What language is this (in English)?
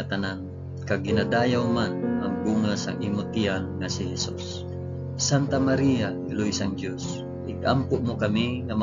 Hiligaynon